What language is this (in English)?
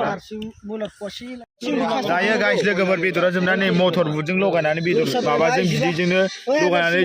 Bodo